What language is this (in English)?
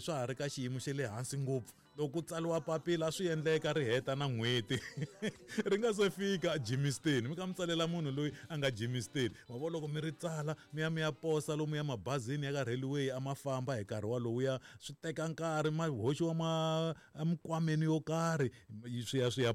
Tsonga